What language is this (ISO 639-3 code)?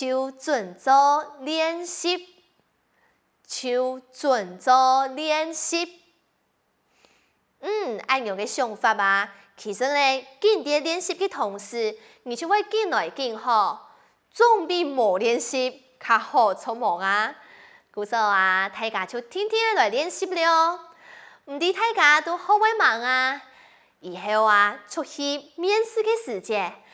hak